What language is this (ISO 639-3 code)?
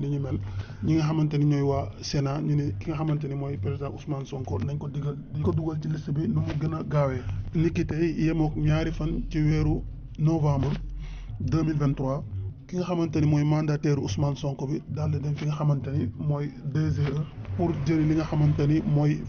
wol